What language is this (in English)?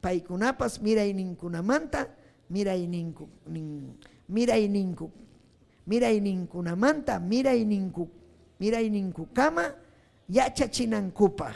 Ayacucho Quechua